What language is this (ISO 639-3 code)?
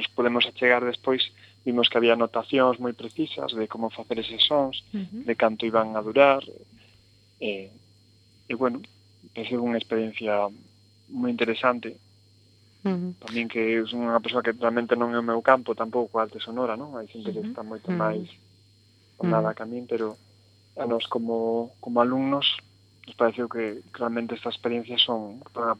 glg